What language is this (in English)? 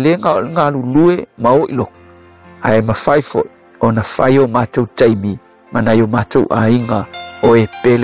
Samoan